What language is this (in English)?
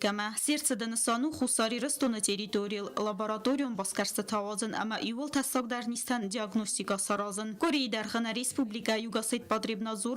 Ossetic